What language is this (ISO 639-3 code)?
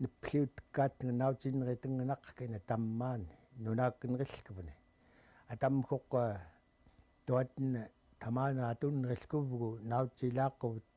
esu